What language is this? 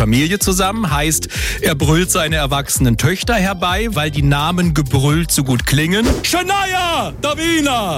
German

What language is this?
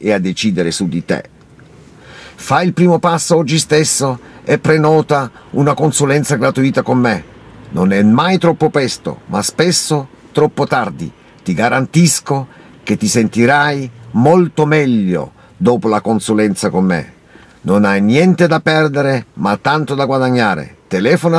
Italian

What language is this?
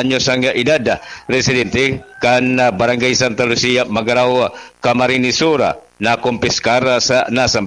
Bikol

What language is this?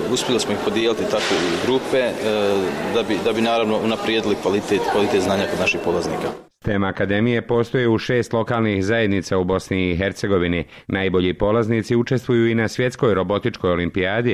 Bosnian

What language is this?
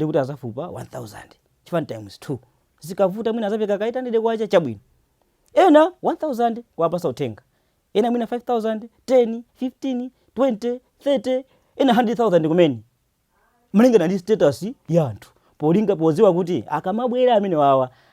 Nyanja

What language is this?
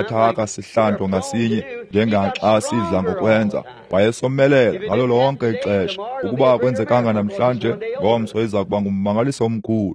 Xhosa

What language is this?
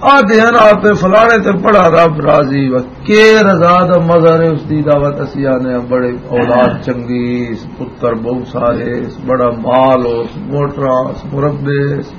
Western Panjabi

